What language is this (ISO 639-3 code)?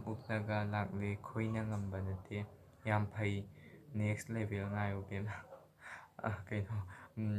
mni